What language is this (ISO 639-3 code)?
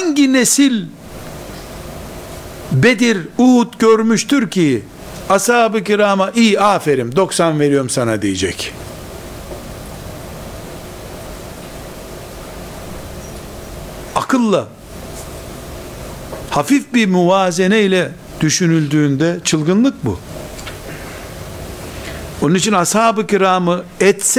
tur